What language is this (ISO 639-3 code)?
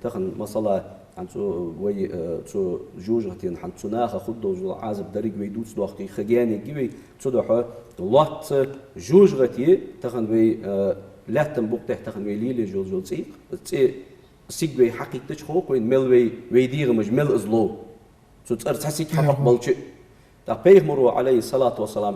inh